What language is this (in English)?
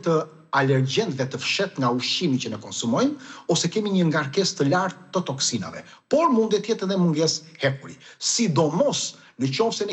Albanian